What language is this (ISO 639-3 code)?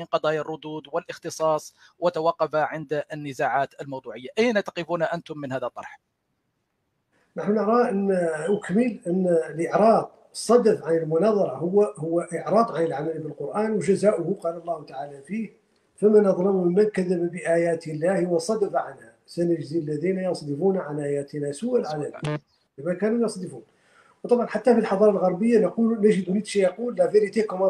ara